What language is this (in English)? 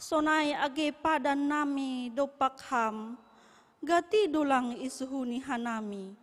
Batak Simalungun